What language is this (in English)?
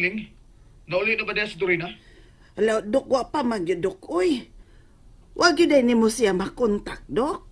Cebuano